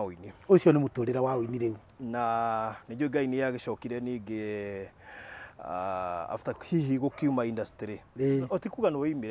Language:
Kikuyu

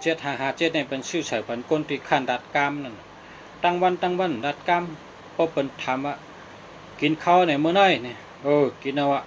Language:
Shan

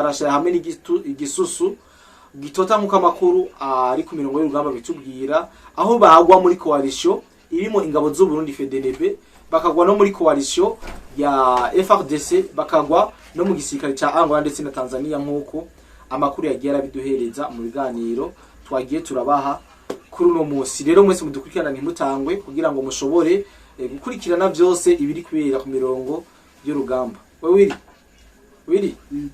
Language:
Rundi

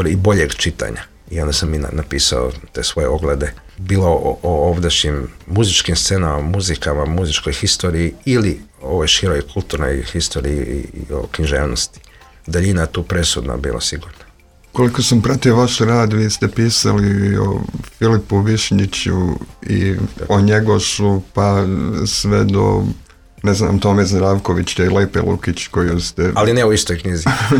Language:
Croatian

